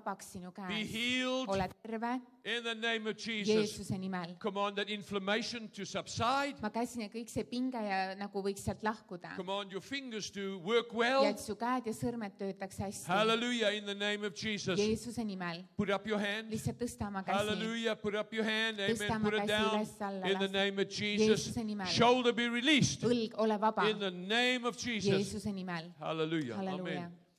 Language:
Estonian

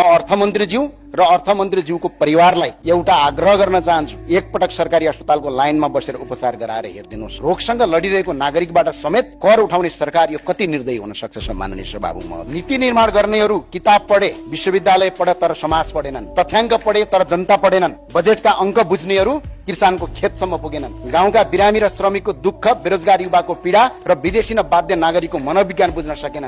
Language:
Nepali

